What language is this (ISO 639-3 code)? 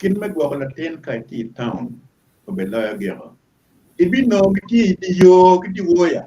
ach